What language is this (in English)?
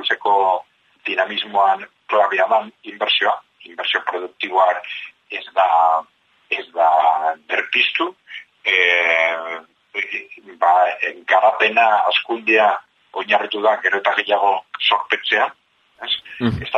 Basque